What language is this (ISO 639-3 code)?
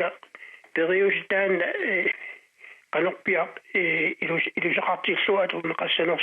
kal